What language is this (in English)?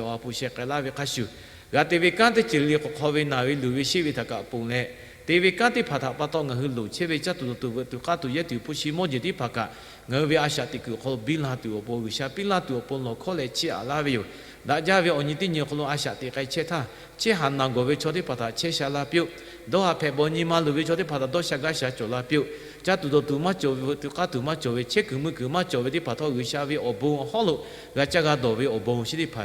Lahu